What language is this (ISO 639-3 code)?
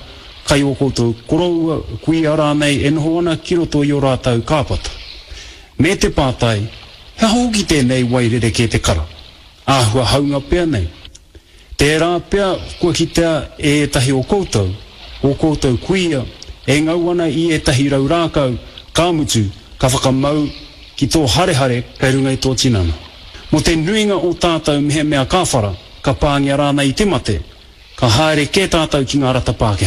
mri